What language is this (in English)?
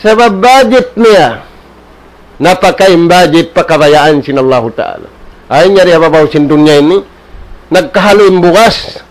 Tausug